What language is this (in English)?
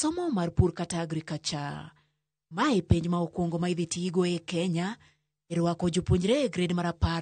Luo (Kenya and Tanzania)